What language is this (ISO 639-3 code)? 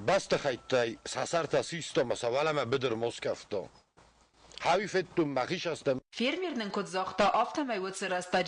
oss